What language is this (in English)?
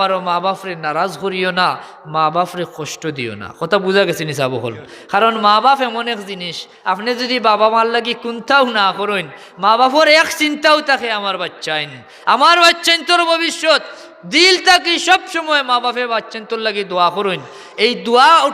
Sylheti